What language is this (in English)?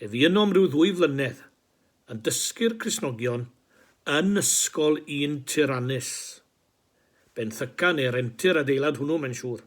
Welsh